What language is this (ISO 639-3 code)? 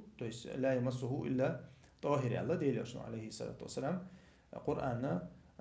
che